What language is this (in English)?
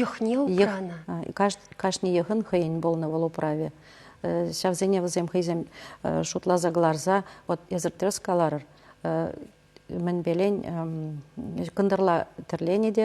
Chuvash